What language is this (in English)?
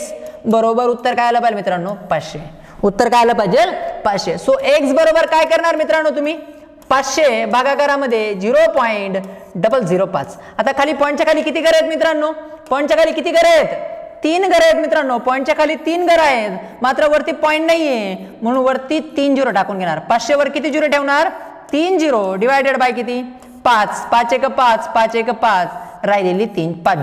Marathi